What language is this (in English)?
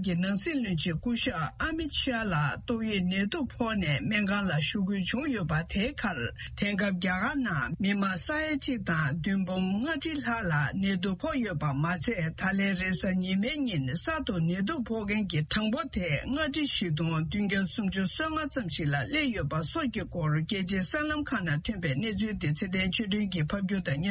Tibetan